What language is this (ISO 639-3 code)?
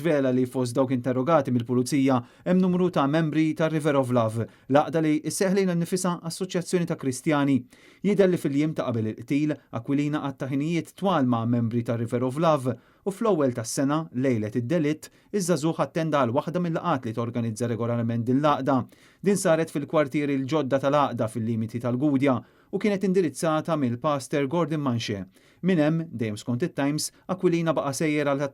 mlt